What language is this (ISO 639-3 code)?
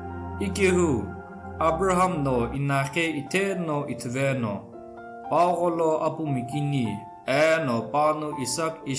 nsm